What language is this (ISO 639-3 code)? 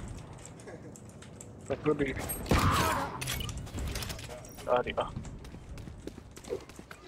ind